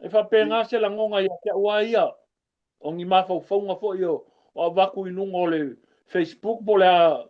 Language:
Samoan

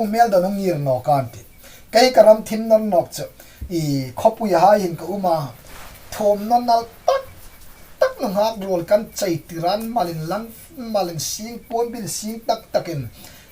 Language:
Hmar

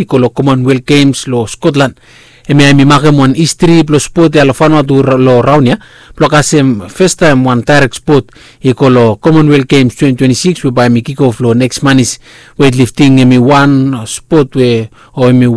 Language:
Bislama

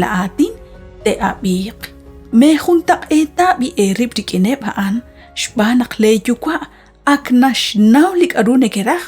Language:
Kekchí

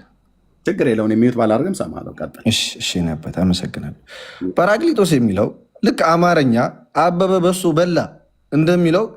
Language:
Amharic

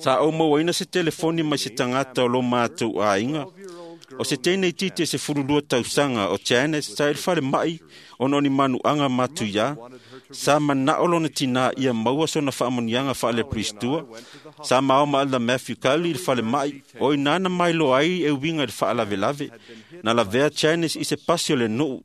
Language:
Samoan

